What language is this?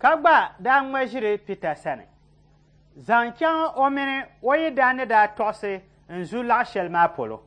Dagbani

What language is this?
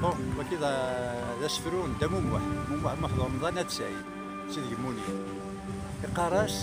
Kabyle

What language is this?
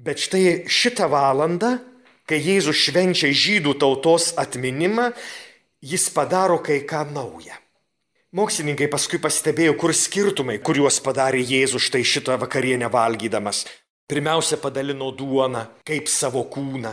Lithuanian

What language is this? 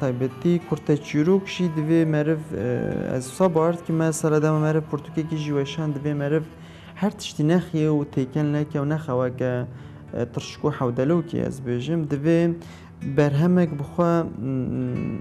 Kurdish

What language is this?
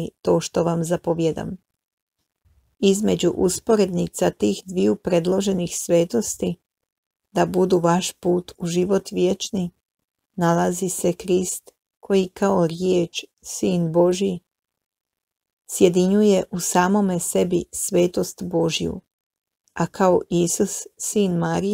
Croatian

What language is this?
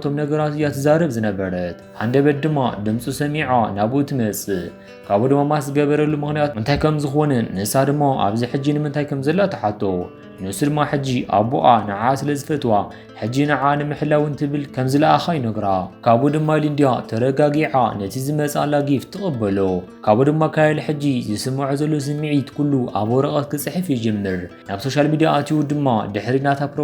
Tigrinya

